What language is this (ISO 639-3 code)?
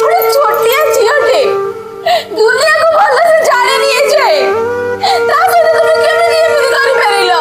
ori